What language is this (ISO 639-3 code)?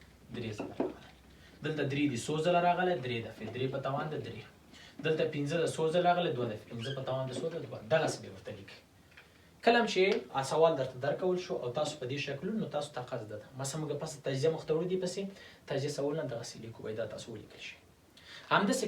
pus